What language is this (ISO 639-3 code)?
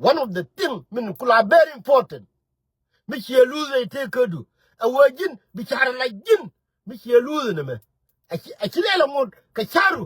nus